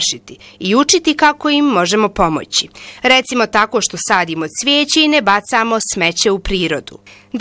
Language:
Bosnian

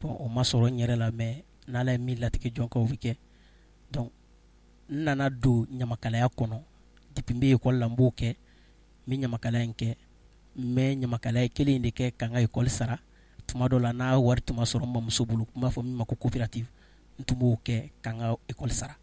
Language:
Bambara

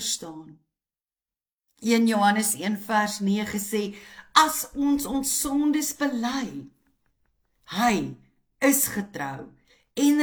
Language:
Afrikaans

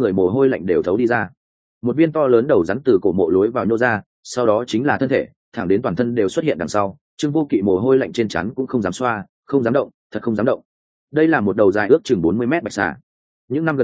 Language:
Vietnamese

